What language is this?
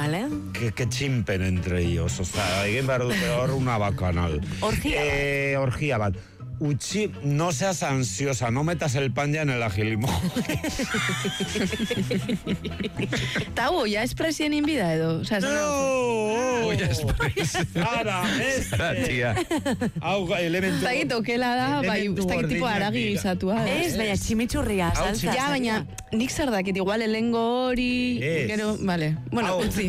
Basque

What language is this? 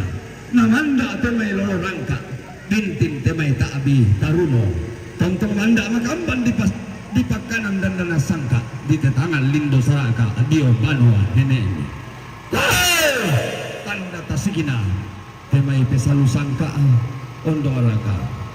Toraja-Sa'dan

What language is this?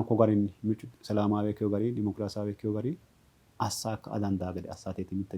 Sidamo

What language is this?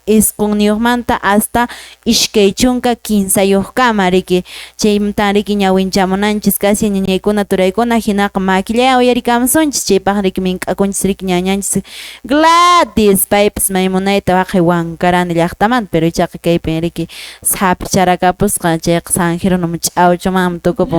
Quechua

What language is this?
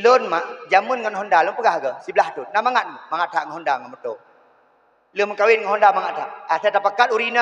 Achinese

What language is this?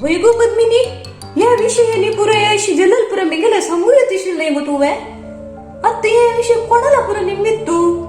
Konkani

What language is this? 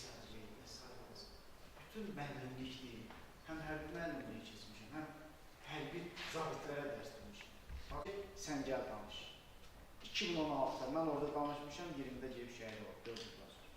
Azerbaijani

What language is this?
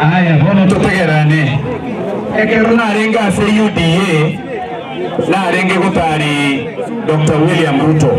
Gusii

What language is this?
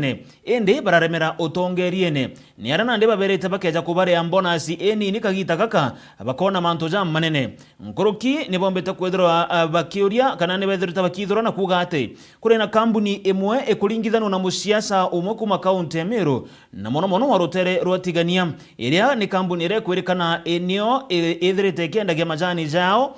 Meru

